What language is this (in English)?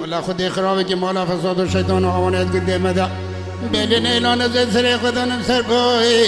Kurdish